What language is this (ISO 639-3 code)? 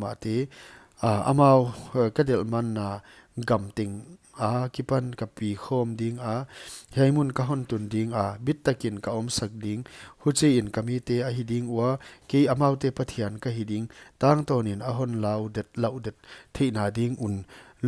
pck